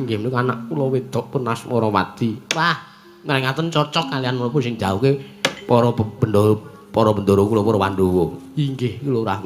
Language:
Javanese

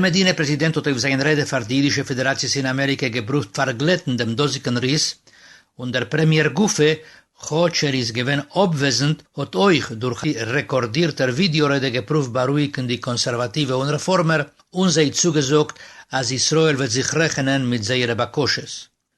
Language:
Yiddish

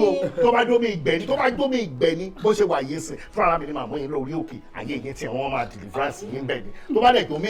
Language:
Yoruba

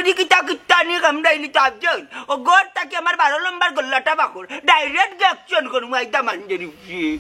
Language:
Sylheti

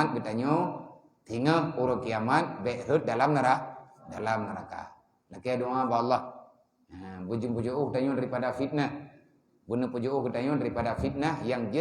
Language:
Achinese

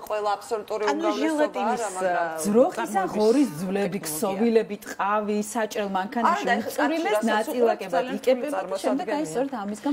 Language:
Georgian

